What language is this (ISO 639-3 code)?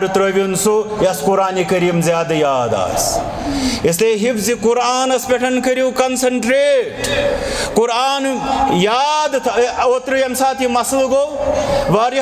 kas